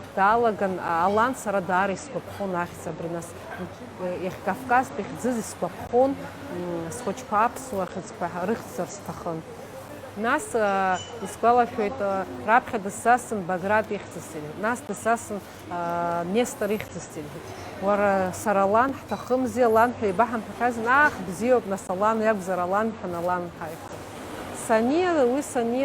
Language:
Abkhazian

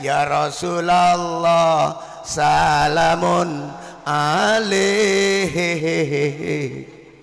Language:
Madurese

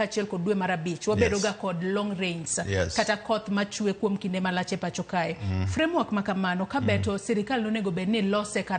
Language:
Luo (Kenya and Tanzania)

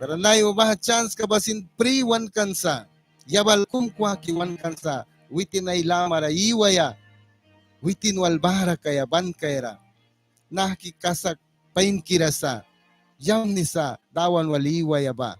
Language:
Mískito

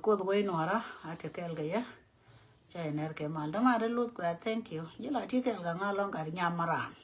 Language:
Nuer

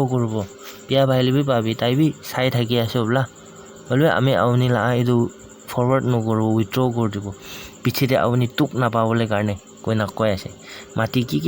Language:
Naga Pidgin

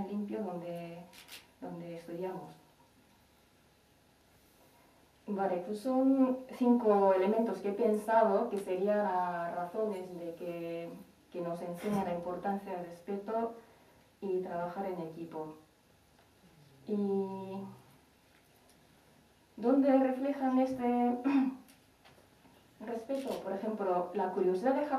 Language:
Spanish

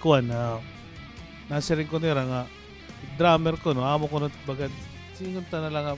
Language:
Waray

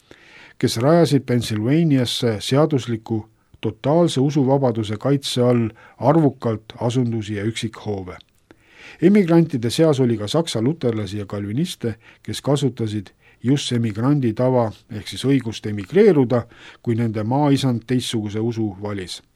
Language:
Estonian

